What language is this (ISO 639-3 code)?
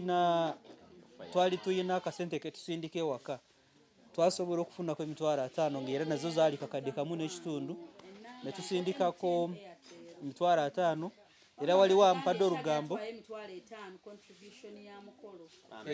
lug